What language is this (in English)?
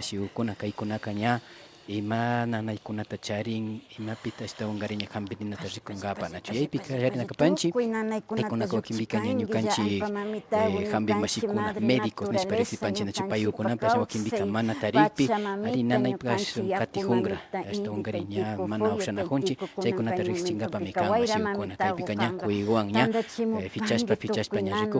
Imbabura Highland Quichua